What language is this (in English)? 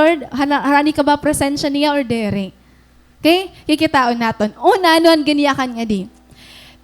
Waray